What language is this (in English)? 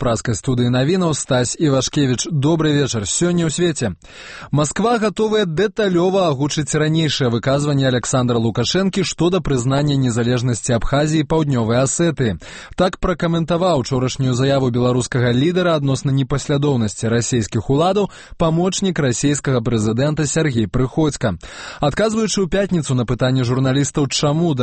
Belarusian